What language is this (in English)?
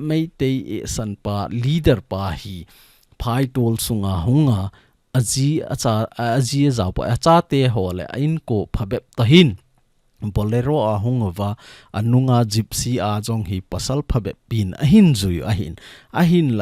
Thado Chin